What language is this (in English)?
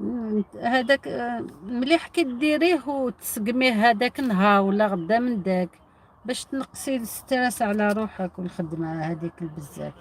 Algerian Arabic